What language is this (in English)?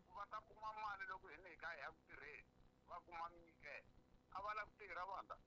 Tsonga